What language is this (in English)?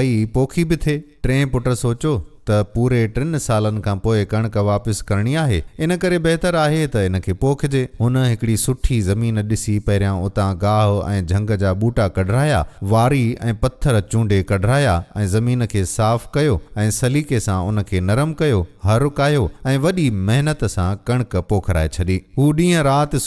Sindhi